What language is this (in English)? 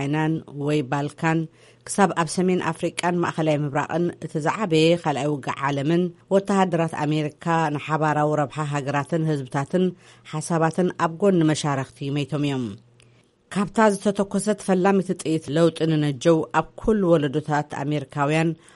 Tigrinya